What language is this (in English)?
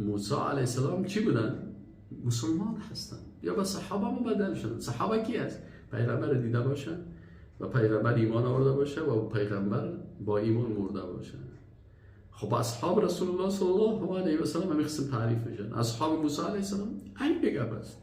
Persian